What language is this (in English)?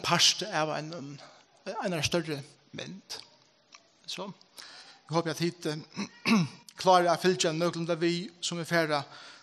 Faroese